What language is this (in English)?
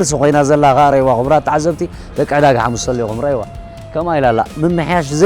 Tigrinya